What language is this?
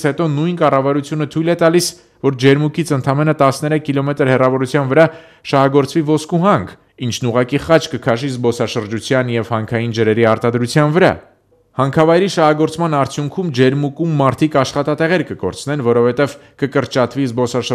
Armenian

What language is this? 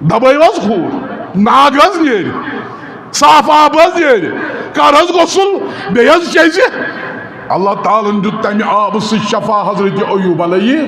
Kashmiri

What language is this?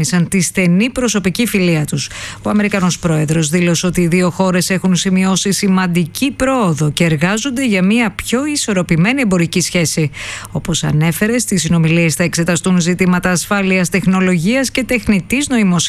Greek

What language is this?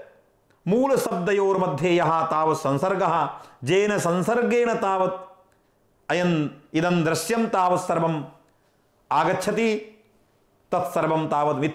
Sanskrit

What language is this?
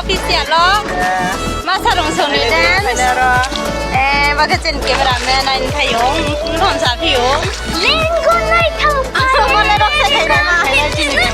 Riang (India)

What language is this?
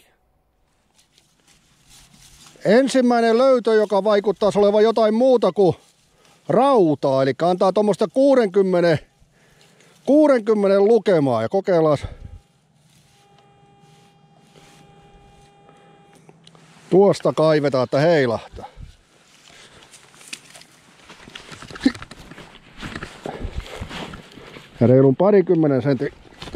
Finnish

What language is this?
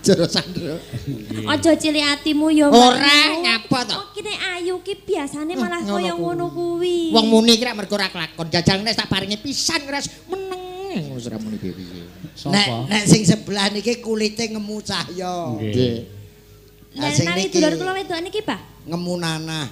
Javanese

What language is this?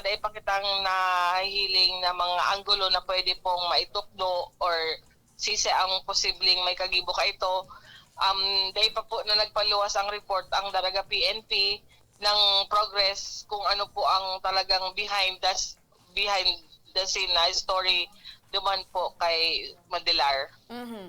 Bikol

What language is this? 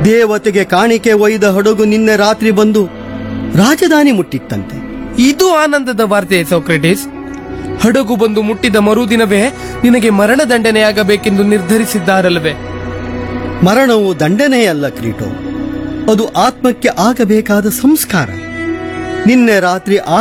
Kannada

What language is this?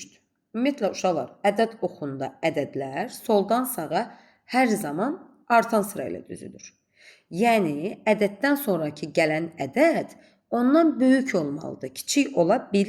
Azerbaijani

